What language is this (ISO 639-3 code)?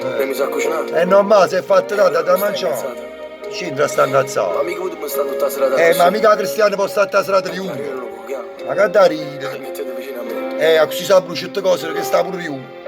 nap